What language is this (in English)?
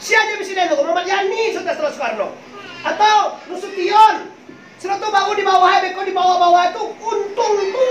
Minangkabau